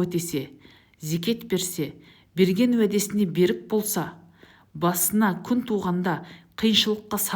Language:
Kazakh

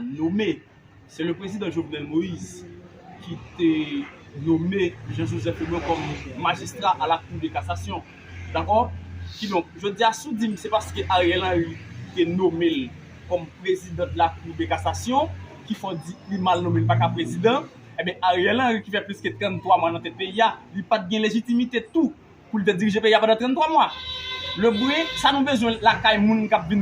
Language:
Haitian Creole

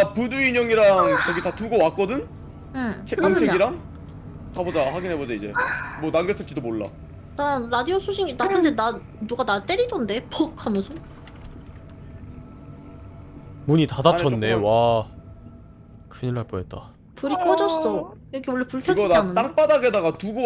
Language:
Korean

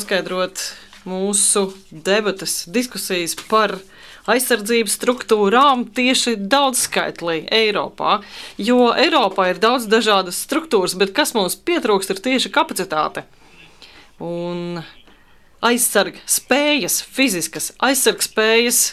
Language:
Latvian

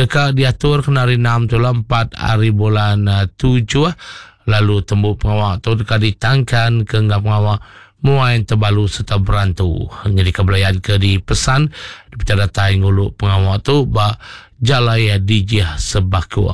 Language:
Iban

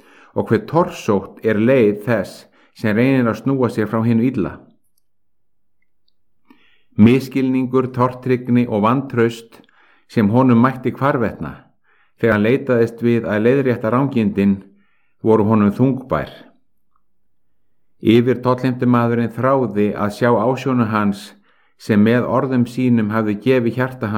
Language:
Icelandic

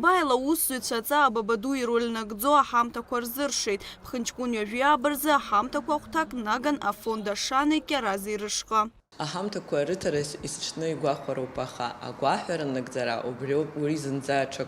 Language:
Abkhazian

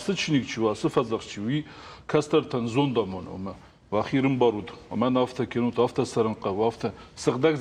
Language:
Ossetic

